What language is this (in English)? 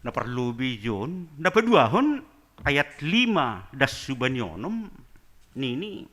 Batak Simalungun